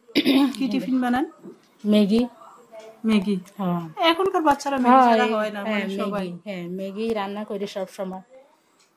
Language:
Bangla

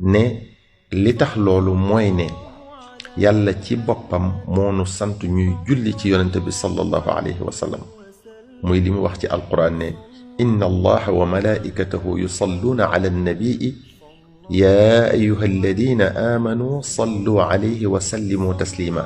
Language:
Wolof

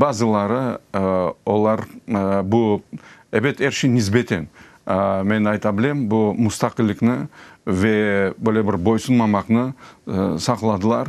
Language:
Crimean Tatar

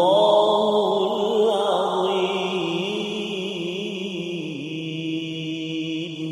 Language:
Malay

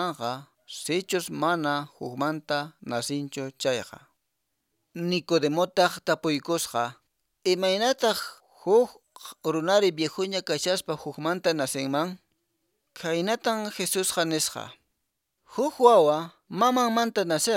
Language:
Quechua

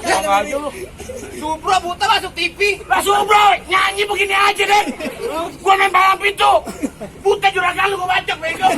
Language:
Betawi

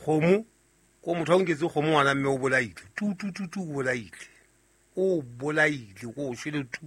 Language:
Southern Sotho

